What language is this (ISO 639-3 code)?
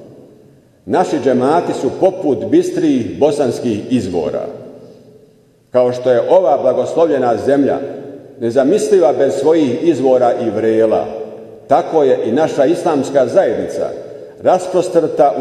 bos